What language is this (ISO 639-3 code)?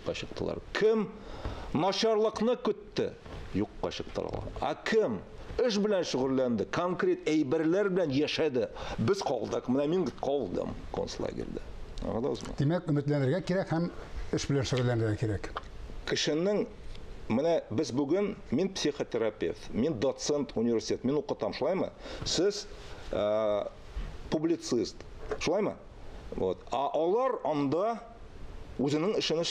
tat